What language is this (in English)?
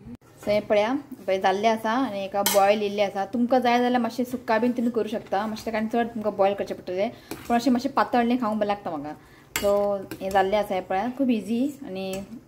Konkani